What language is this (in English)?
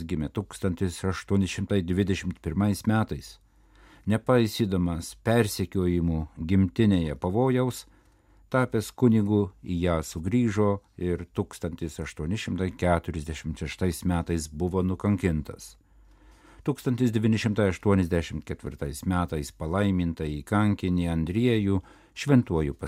Lithuanian